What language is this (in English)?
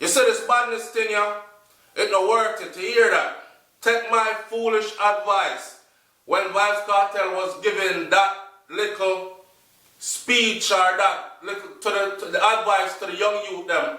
Jamaican Creole English